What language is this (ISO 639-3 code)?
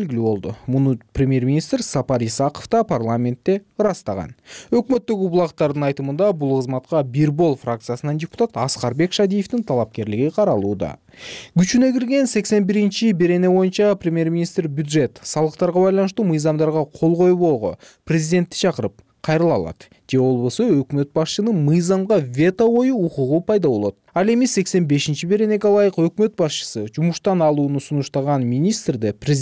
kir